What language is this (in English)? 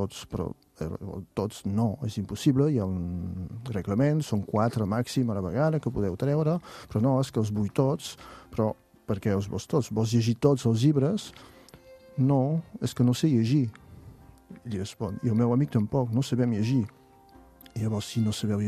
Catalan